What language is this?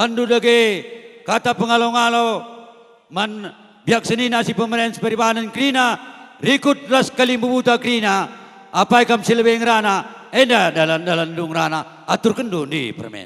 Batak Karo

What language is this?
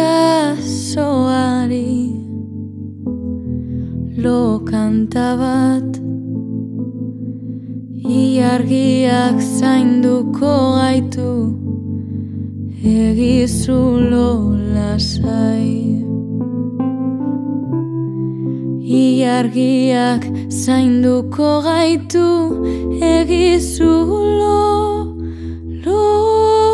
Basque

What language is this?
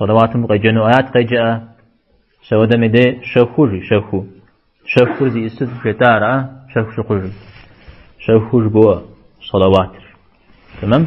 Kabardian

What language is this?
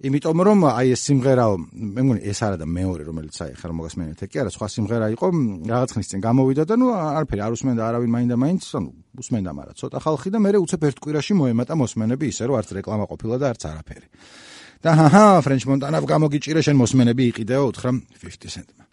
Georgian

